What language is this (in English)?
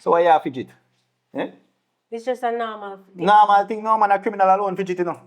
Jamaican Creole English